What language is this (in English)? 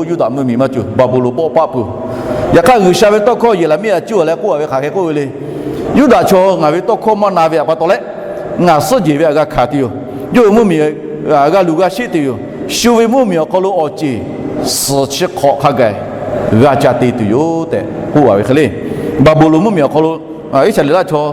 Lahu